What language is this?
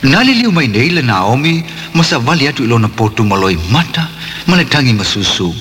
Samoan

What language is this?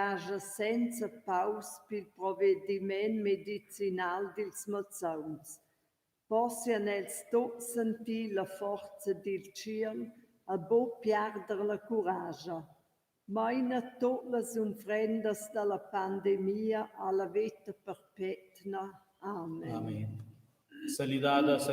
Romansh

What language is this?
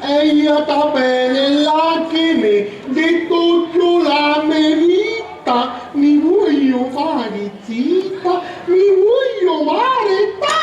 Sicilian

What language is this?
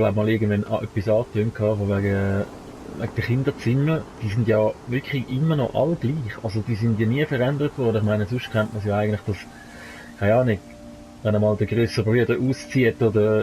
Swiss German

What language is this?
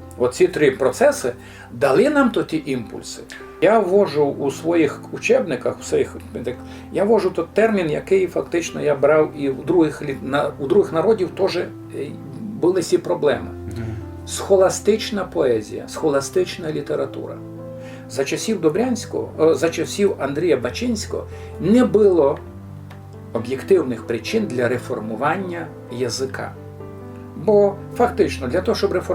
Rusyn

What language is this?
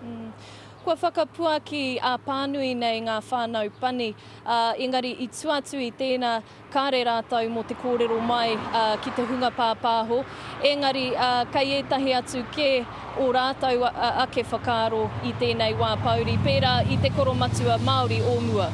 Māori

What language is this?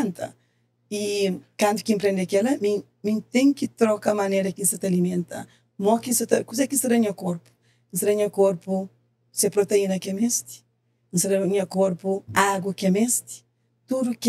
Kabuverdianu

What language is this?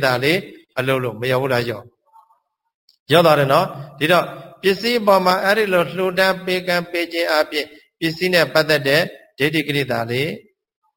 Burmese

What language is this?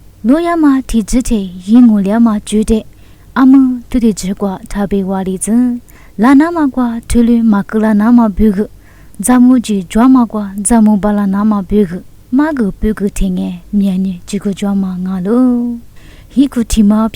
Lisu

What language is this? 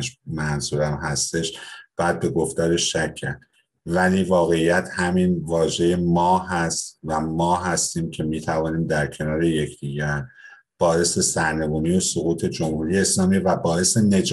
Persian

